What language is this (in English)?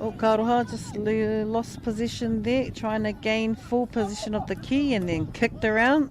Māori